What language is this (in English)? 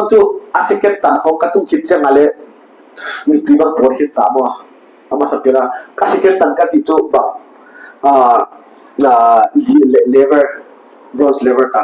Paite Chin